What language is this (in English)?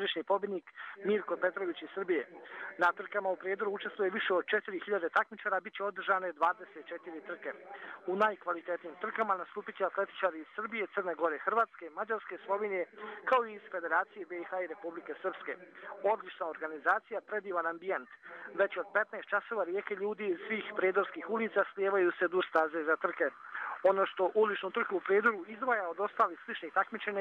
Croatian